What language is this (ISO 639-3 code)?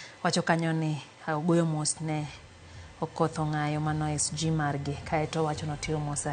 luo